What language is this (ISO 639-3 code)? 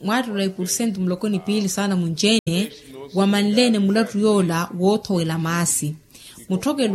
vmw